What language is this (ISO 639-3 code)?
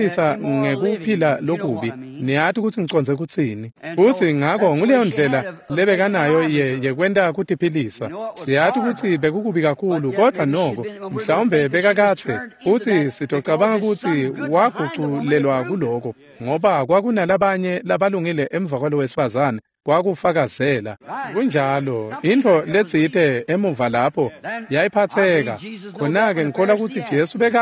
ssw